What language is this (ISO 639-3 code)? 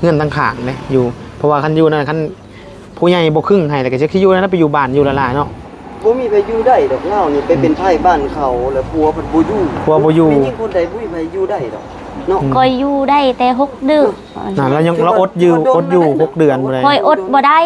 tts